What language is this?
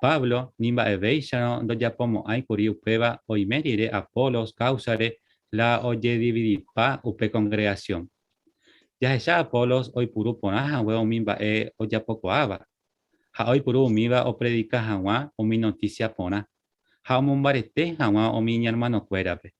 Guarani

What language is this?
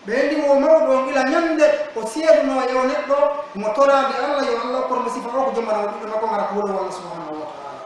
Pular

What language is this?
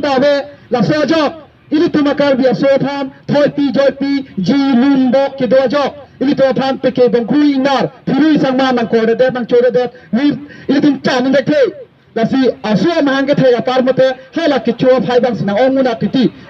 Karbi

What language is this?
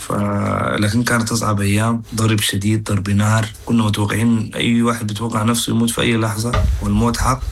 Sudanese Arabic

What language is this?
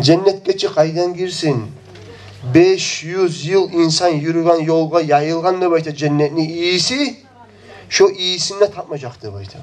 Kumyk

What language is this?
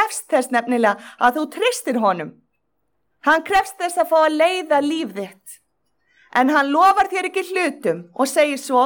Icelandic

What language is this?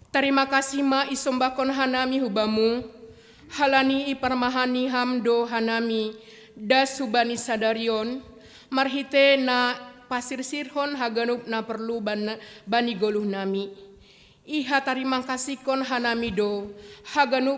Batak Simalungun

